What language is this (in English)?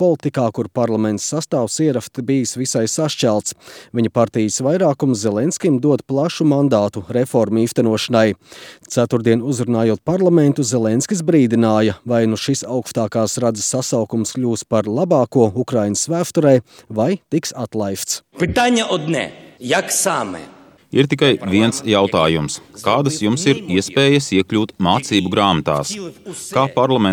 Latvian